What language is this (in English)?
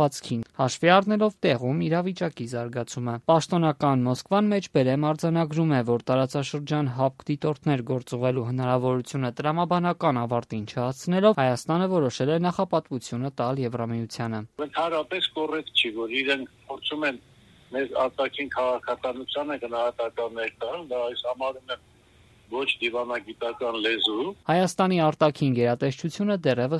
Armenian